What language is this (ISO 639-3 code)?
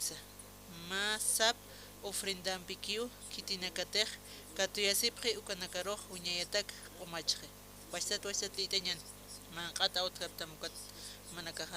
aym